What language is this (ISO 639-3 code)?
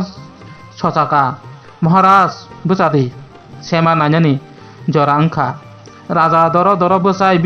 trp